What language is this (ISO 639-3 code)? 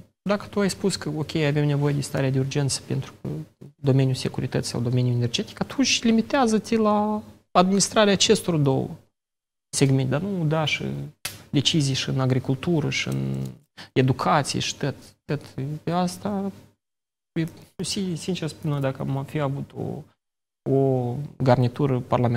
ron